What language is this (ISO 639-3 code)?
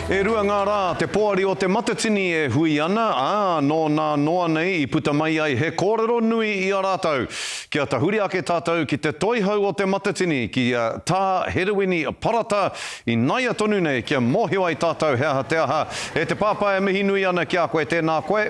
mri